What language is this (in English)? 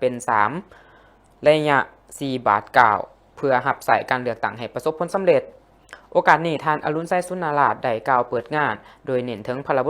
Lao